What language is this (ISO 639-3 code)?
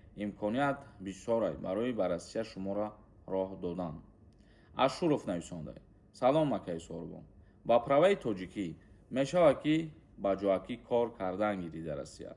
tgk